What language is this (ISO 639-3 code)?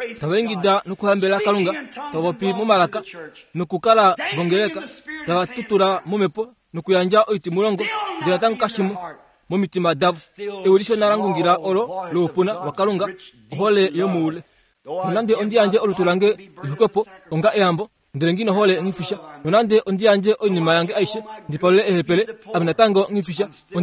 kua